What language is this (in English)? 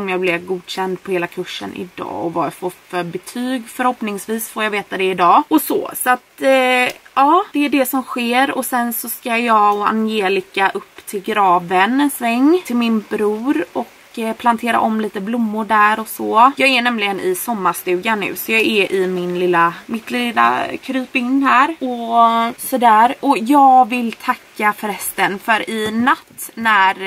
Swedish